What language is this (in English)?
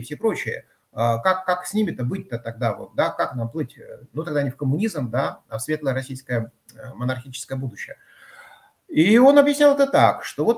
Russian